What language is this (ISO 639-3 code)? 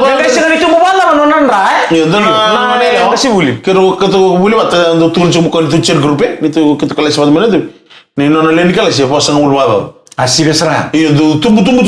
fij